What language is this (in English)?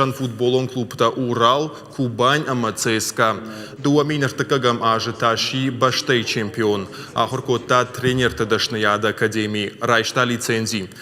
Ossetic